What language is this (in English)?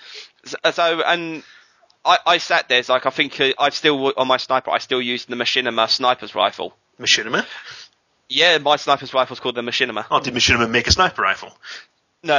English